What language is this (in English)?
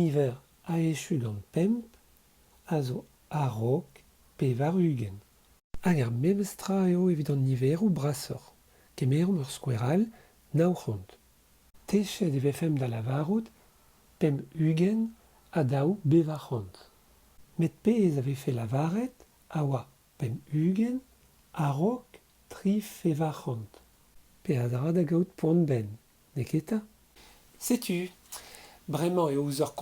Breton